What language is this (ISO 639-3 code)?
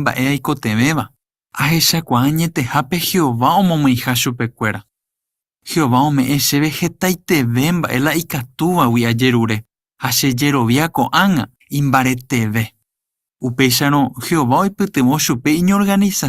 grn